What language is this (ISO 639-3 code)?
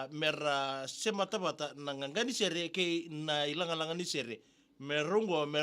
fij